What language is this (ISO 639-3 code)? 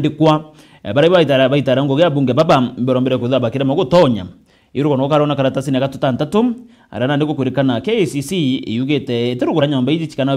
mer